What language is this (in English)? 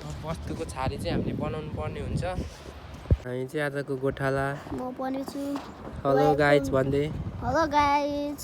Nepali